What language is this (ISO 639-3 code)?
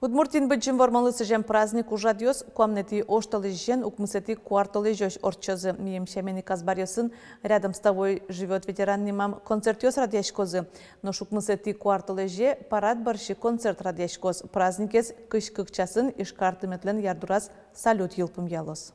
udm